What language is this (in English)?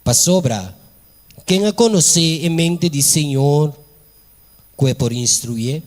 Papiamento